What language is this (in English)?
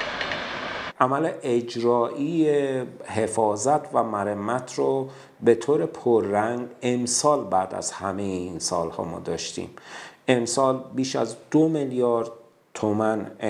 Persian